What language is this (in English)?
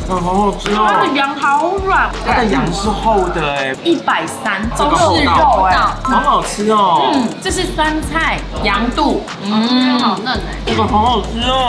Chinese